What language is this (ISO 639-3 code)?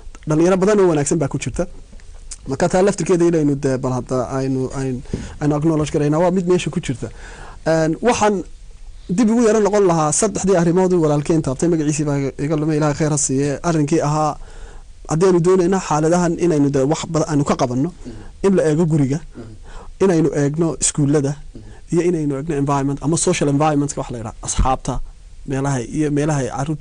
som